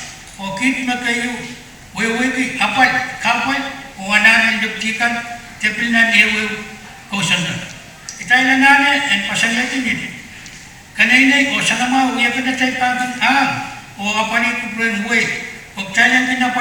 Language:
Pohnpeian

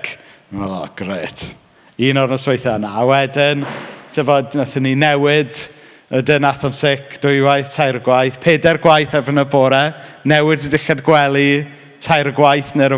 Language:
Welsh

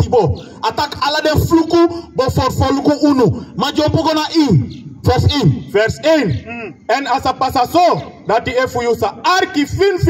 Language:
Sranan Tongo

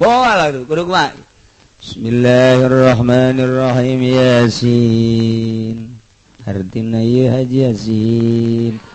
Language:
Sundanese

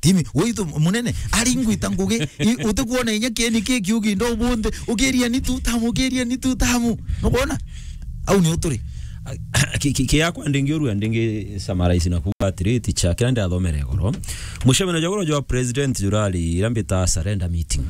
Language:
Meru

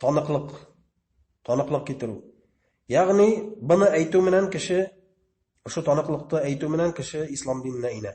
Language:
Bashkir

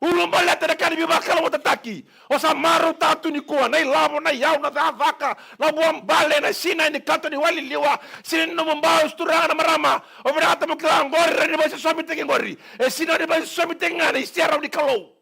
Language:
Fijian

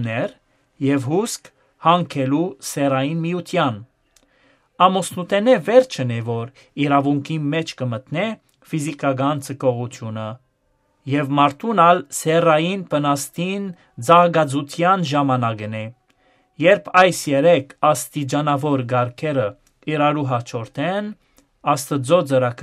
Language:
Western Armenian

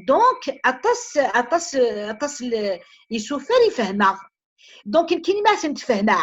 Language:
Kabyle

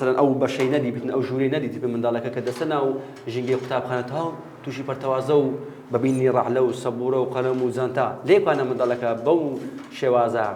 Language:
Central Kurdish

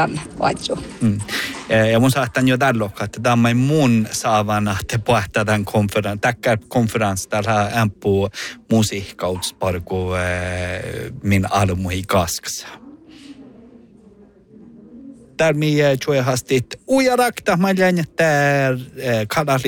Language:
Northern Sami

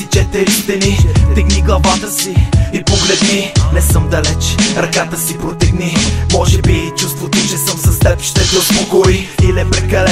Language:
Bulgarian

